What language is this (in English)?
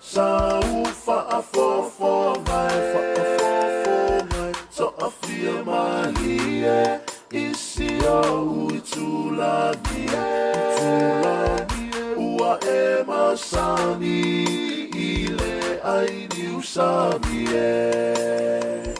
Samoan